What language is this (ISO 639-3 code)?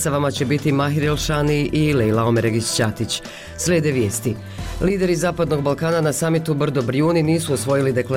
bos